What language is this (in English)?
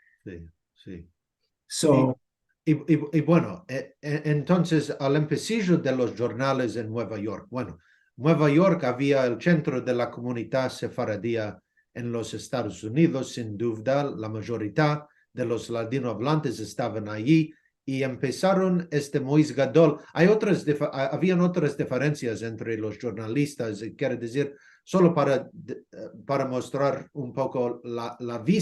Ladino